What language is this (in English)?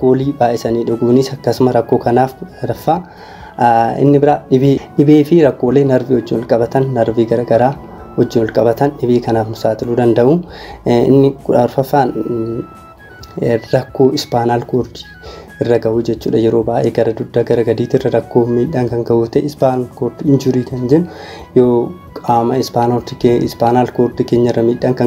Oromo